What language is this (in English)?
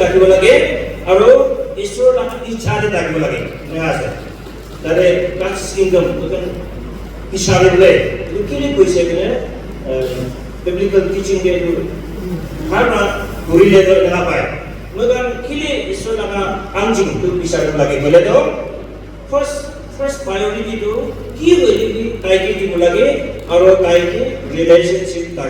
Naga Pidgin